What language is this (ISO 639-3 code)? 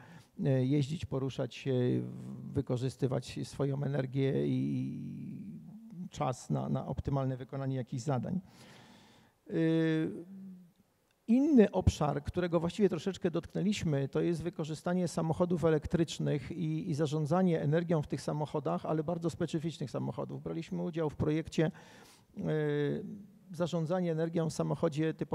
pol